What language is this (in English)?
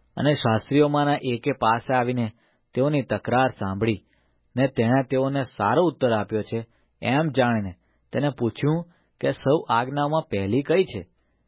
Gujarati